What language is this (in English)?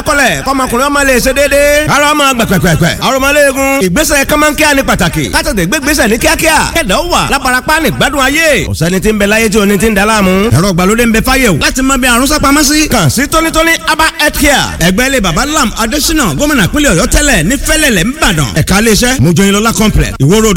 Yoruba